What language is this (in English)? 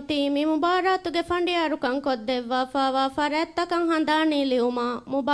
Divehi